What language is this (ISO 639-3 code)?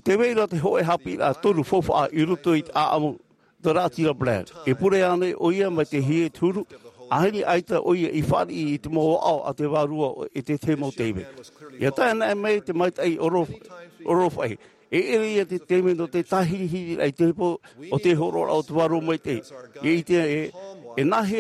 tah